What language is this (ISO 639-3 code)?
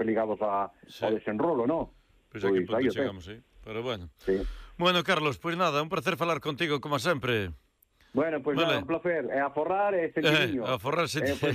glg